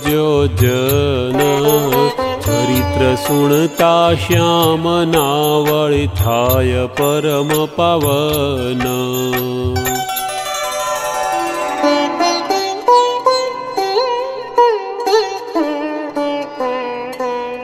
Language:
Gujarati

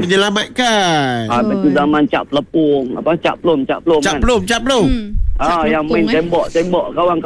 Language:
Malay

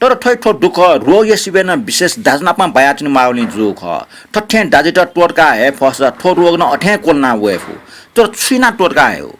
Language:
Newari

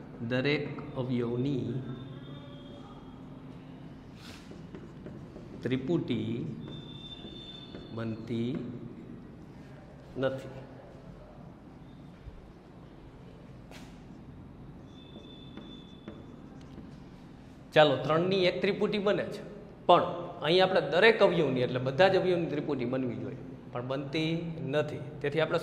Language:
Gujarati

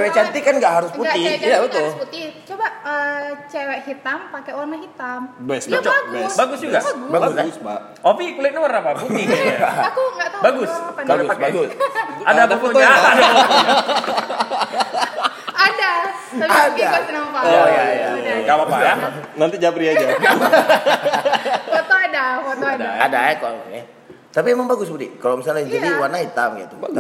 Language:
Indonesian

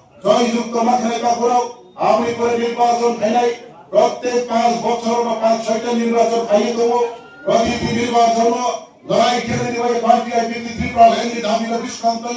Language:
Riang (India)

